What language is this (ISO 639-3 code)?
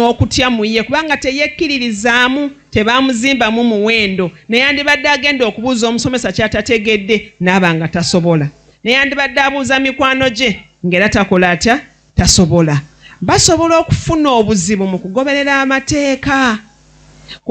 lug